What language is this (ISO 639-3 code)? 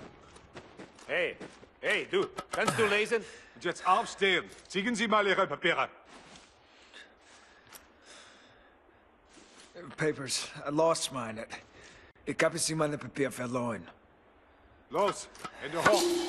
eng